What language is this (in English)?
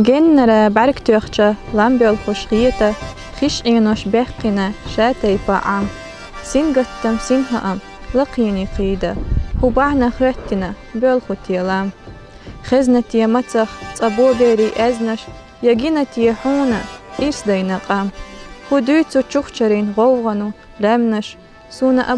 Chechen